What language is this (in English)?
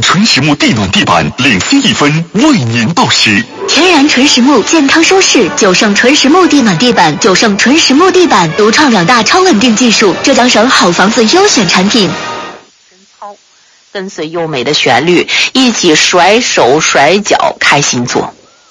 Chinese